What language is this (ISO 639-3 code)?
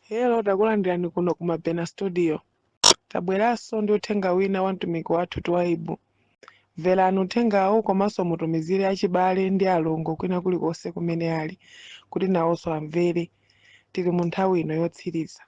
nya